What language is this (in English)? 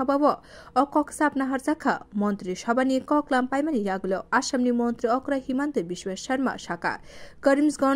Kok Borok